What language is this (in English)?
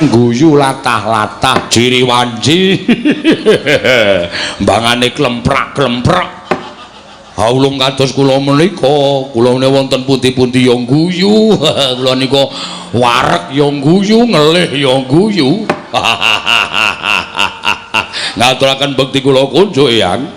Javanese